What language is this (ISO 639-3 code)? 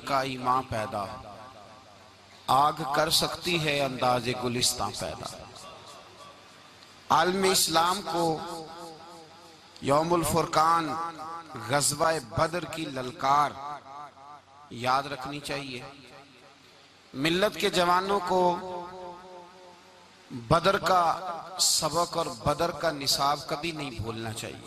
urd